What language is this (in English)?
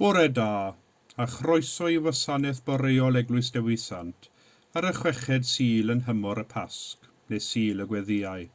Welsh